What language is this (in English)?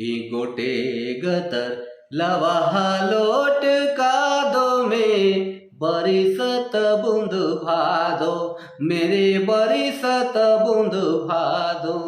Sadri